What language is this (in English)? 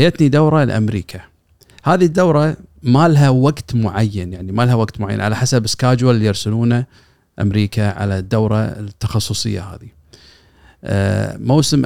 Gulf Arabic